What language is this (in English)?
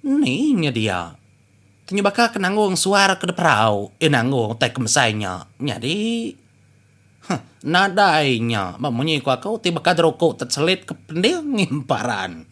Iban